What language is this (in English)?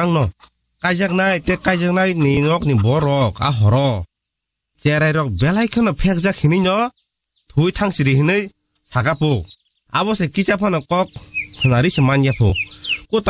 Kok Borok